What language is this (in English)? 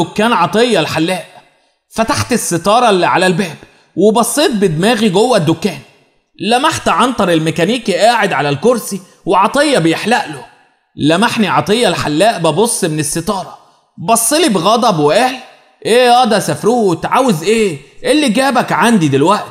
Egyptian Arabic